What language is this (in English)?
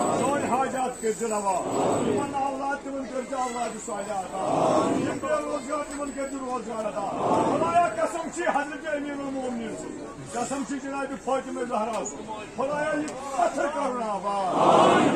Kashmiri